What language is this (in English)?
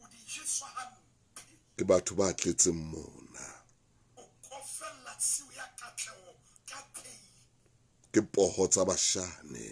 Southern Sotho